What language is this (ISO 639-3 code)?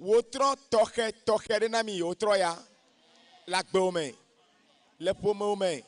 ewe